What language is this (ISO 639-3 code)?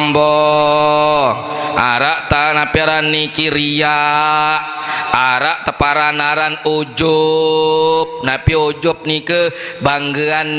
sas